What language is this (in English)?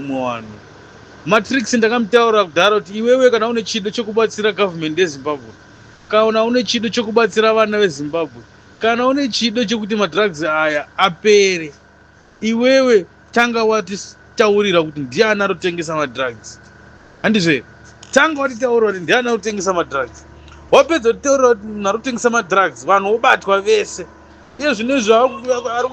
Shona